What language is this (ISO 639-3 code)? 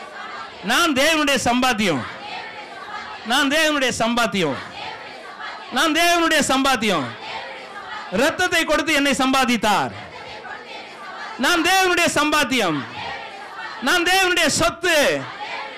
tam